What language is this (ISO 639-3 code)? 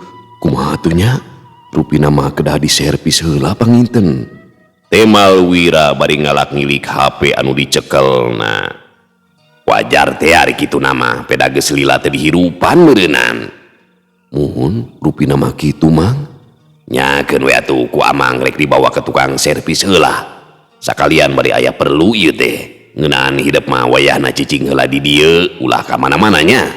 sun